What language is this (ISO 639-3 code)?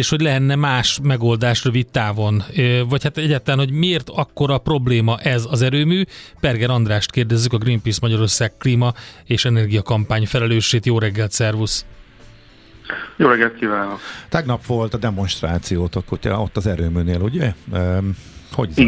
hun